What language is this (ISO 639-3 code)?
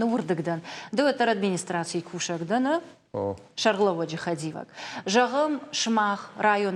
oss